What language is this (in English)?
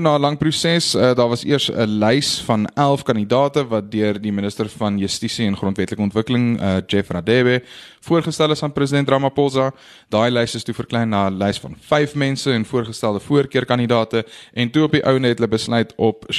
Afrikaans